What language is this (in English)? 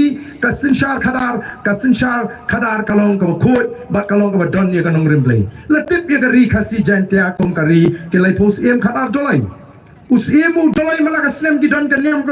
Khasi